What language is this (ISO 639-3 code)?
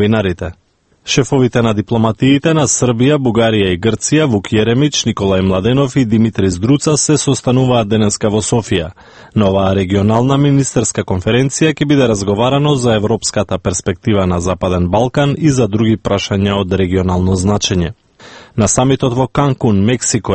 mkd